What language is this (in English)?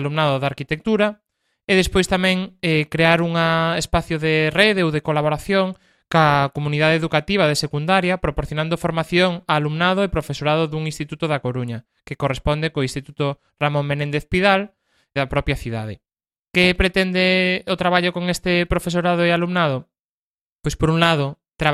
Galician